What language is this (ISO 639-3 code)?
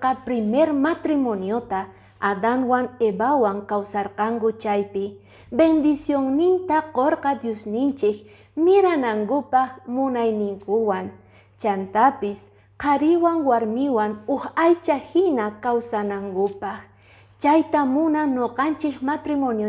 que